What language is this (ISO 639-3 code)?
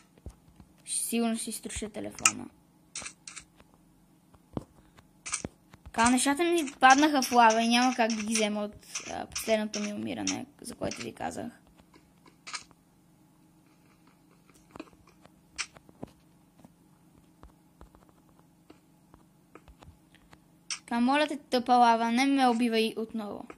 bul